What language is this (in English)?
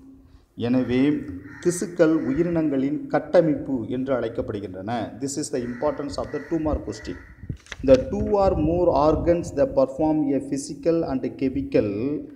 Tamil